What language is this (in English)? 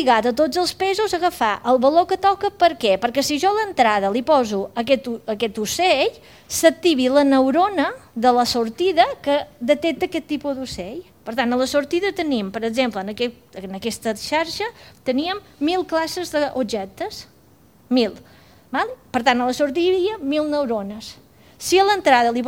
Catalan